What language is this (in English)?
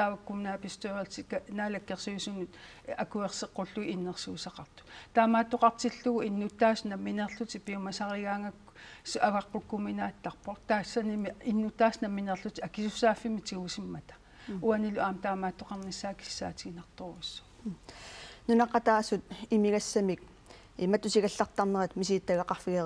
Kalaallisut